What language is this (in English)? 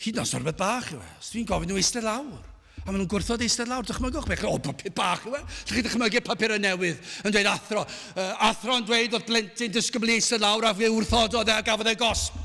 Welsh